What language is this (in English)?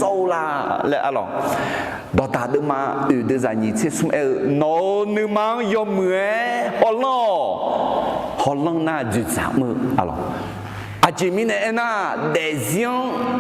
Akha